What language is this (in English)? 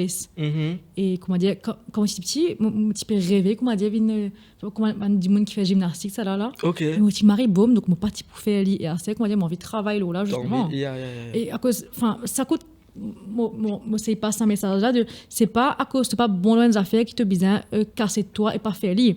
Morisyen